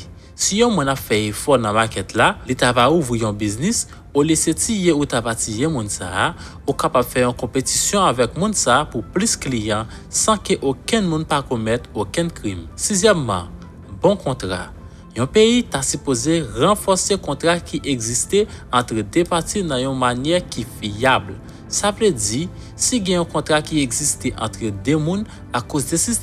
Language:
Haitian Creole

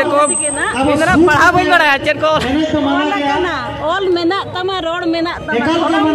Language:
Santali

